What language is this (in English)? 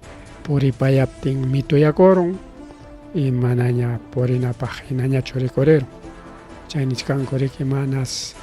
Ayacucho Quechua